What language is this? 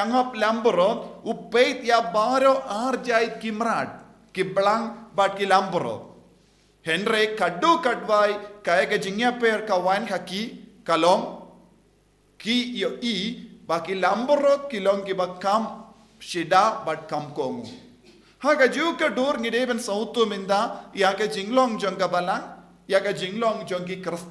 Khasi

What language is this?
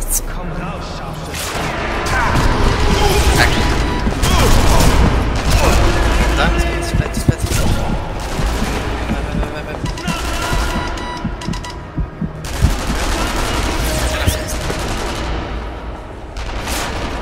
Italian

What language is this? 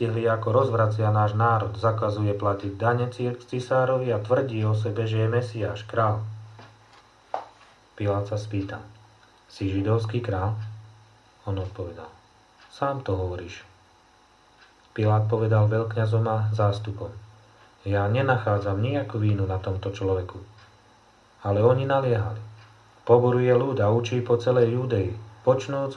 Slovak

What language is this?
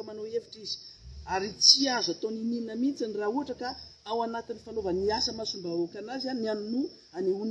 Malagasy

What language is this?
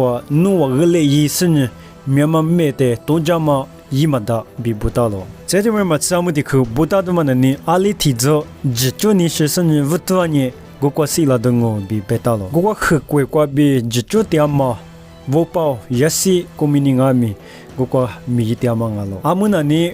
Lisu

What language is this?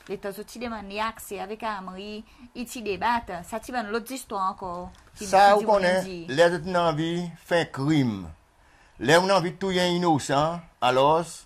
Seselwa Creole French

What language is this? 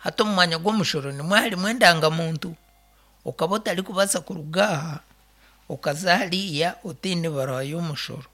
Nyankole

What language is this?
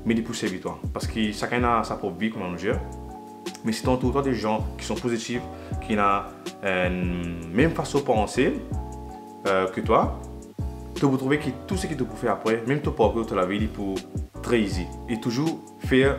Morisyen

